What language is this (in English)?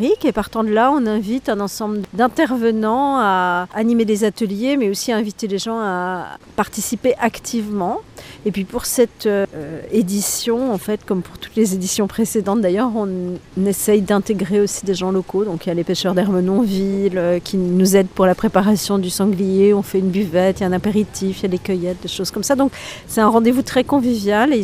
French